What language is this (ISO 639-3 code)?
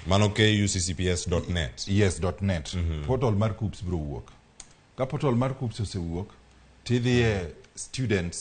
luo